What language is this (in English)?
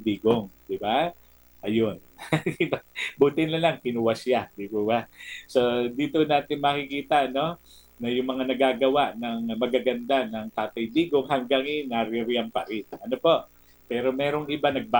Filipino